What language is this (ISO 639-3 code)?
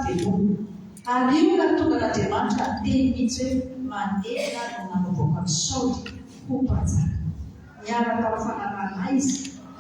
mlg